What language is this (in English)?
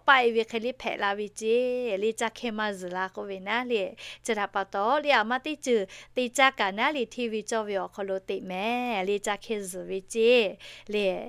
Lahu